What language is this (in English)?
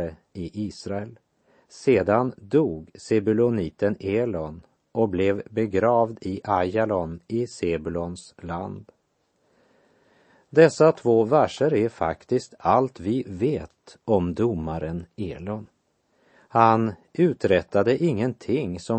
Swedish